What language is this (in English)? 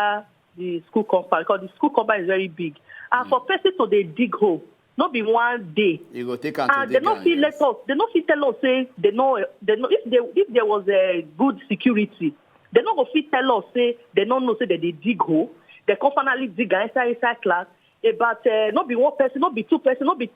Nigerian Pidgin